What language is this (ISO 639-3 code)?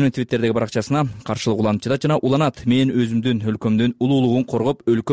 kir